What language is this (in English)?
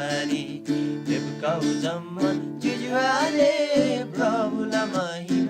Eastern Tamang